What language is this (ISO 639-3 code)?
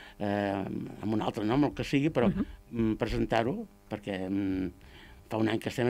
cat